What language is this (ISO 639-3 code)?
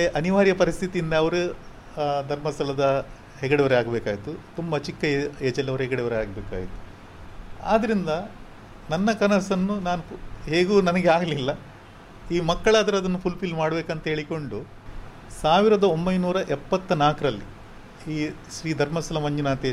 kan